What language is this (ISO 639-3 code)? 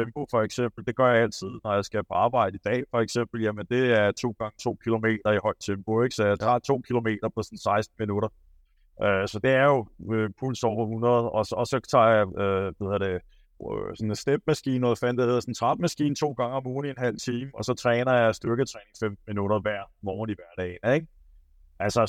dan